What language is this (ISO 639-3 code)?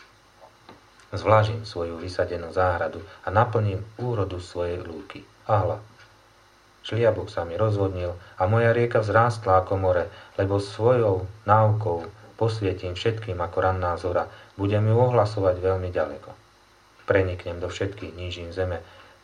slk